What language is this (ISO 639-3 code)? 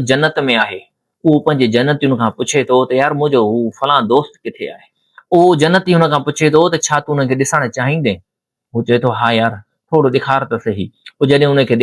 snd